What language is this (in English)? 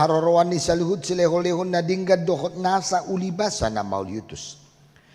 Batak Toba